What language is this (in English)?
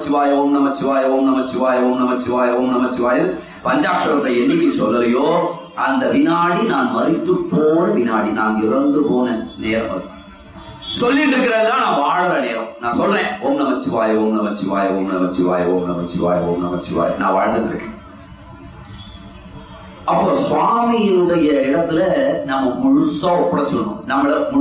Tamil